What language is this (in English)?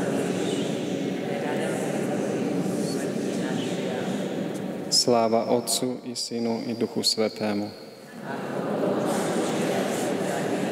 Slovak